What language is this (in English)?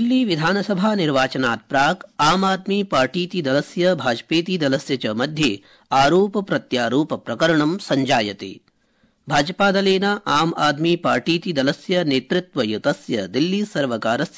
Sanskrit